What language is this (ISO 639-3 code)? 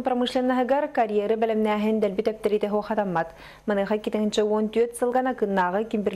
sah